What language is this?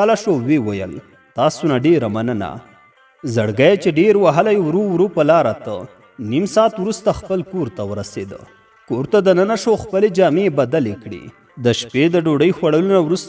Pashto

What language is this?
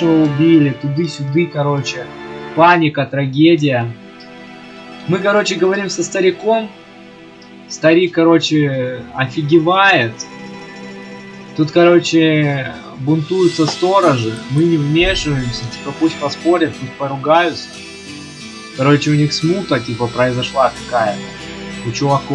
Russian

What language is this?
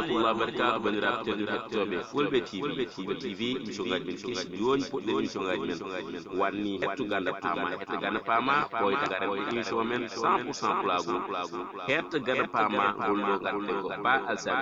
Fula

